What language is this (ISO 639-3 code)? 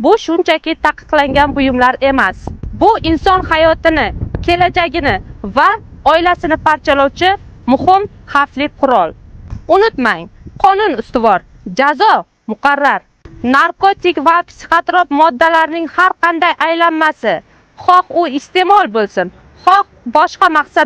uzb